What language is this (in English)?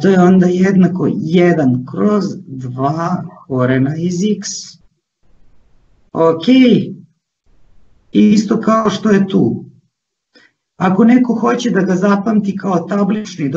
Serbian